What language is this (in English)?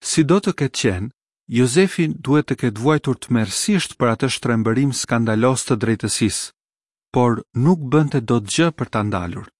Albanian